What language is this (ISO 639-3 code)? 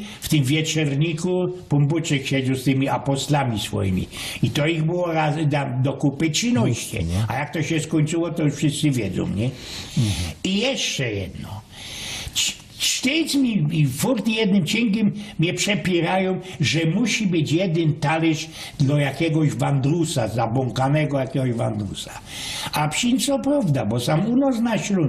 szl